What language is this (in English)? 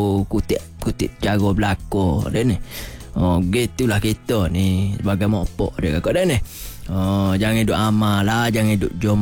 Malay